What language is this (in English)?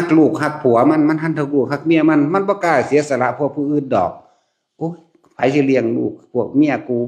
Lao